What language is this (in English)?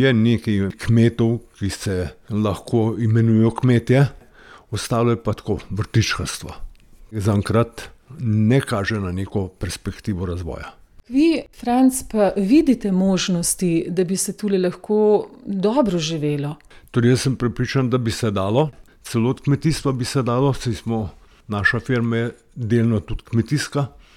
Slovenian